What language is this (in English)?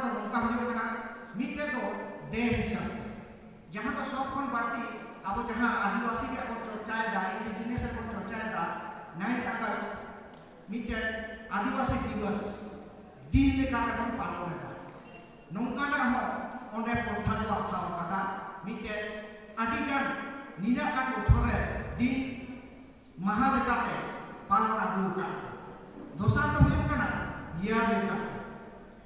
Santali